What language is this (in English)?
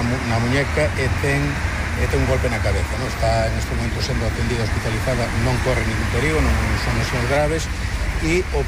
Galician